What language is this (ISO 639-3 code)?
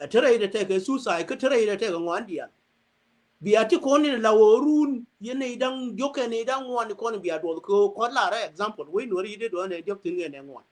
nus